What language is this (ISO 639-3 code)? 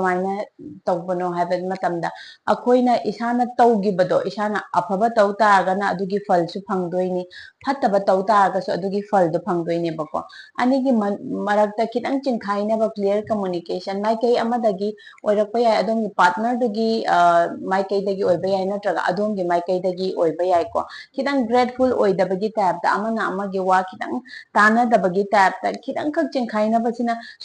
mni